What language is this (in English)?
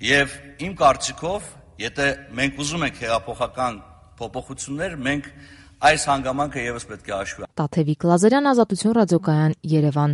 Armenian